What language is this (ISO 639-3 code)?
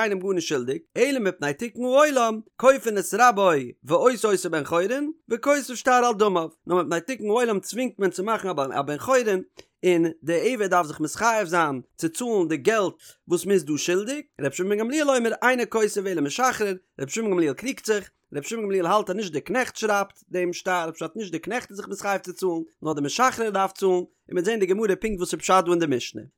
yid